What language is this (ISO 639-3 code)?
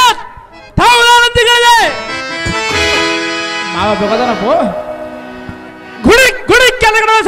kan